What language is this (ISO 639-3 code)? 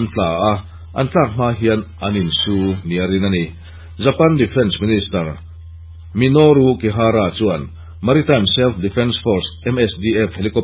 lus